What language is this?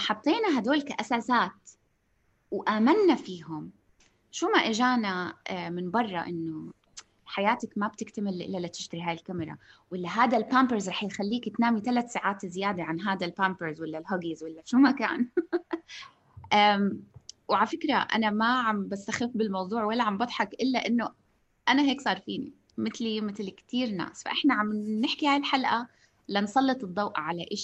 North Levantine Arabic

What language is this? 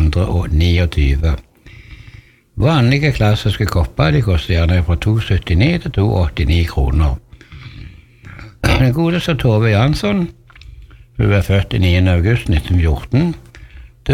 Norwegian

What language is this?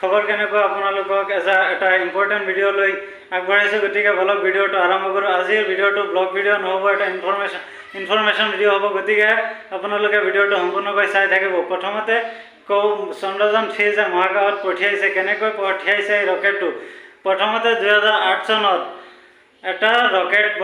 Assamese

